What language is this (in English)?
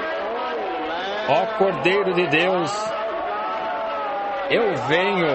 Portuguese